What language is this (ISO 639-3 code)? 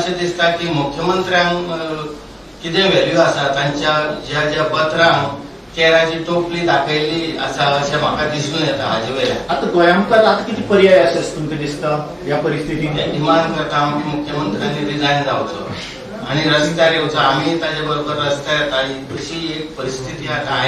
kok